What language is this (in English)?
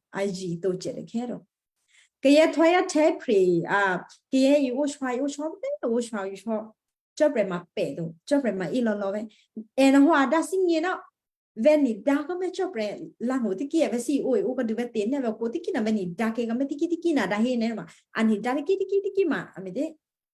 Western Kayah